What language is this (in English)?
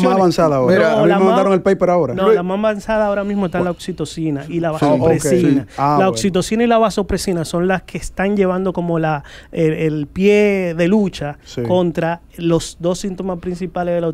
Spanish